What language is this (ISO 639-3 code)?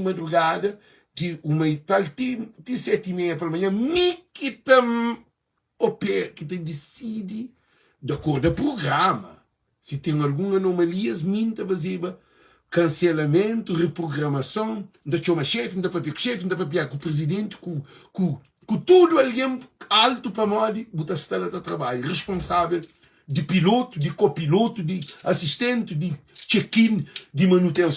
kea